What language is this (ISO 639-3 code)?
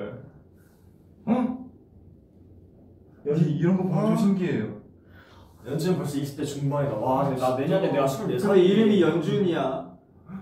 kor